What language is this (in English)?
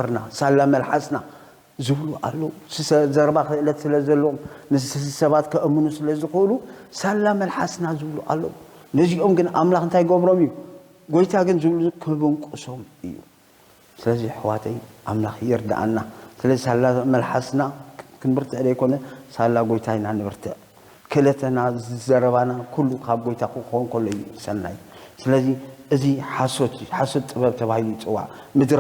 Tigrinya